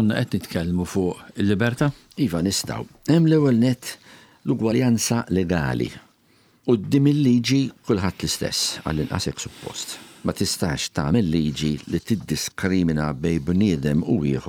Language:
Maltese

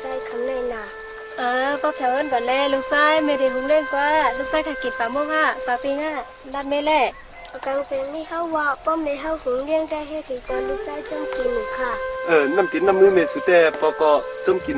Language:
Shan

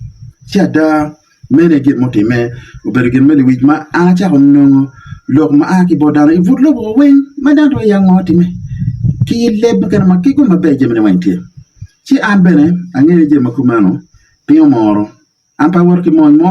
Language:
Acoli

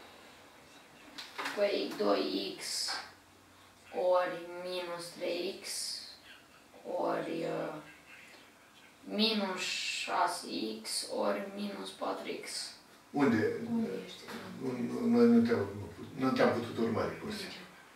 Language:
Romanian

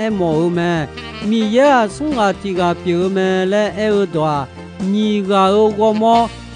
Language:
Akha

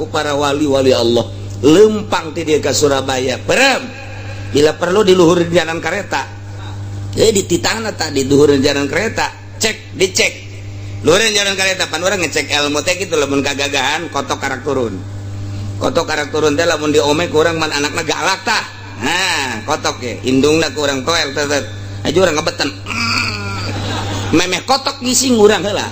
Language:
Sundanese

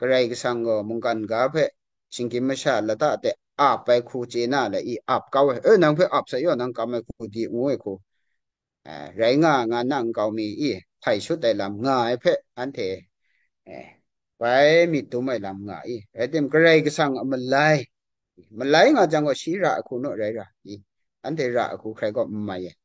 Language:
Kachin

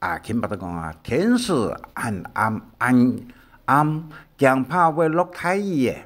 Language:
Hakka Chinese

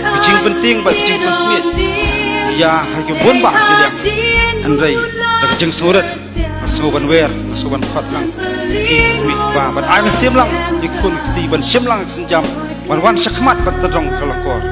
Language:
Khasi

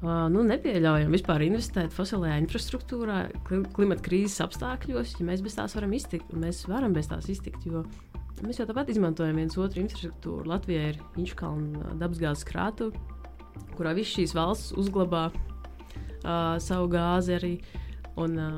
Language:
Latvian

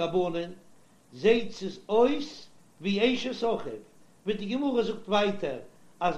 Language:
Yiddish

